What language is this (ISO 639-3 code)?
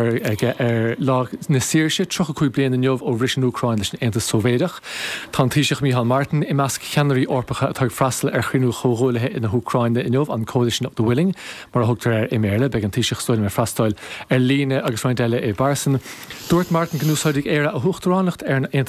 gle